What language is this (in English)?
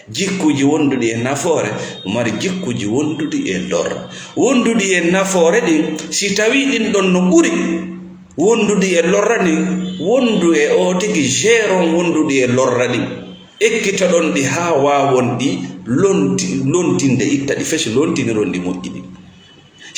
Fula